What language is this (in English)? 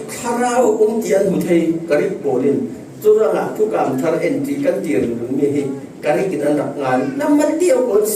Falam Chin